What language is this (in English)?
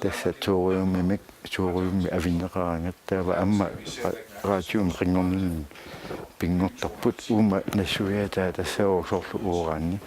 Kalaallisut